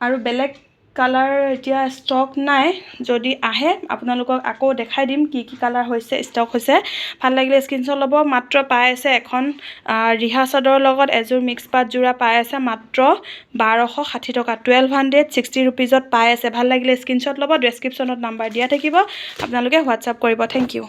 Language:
Assamese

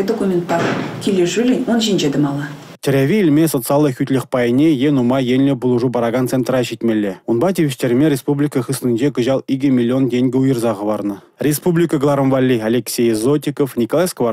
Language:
Chuvash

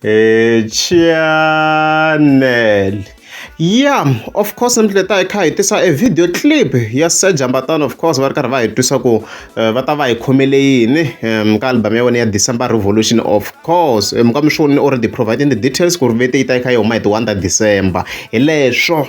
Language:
Tsonga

